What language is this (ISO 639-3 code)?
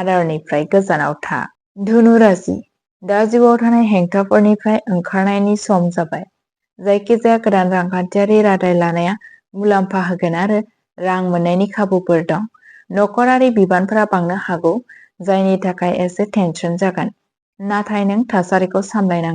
brx